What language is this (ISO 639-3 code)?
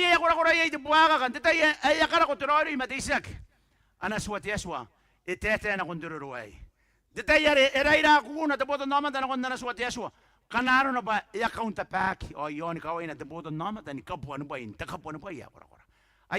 gil